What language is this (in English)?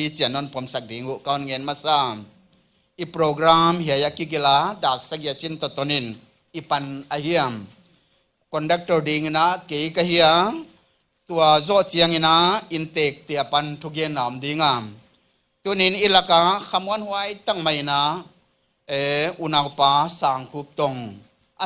Paite Chin